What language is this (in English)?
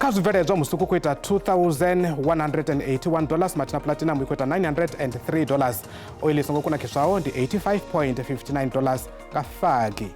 Venda